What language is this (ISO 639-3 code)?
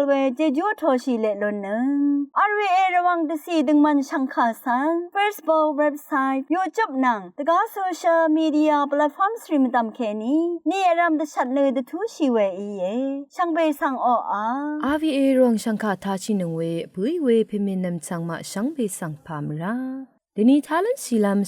raw